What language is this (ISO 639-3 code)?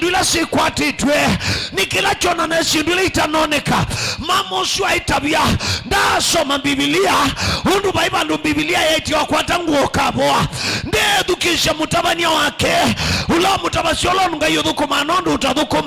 kam